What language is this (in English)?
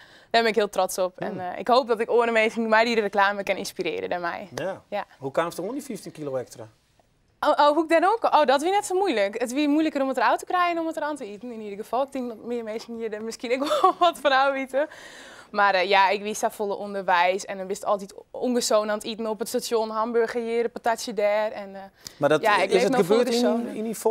Western Frisian